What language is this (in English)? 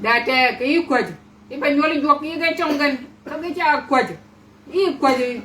Shilluk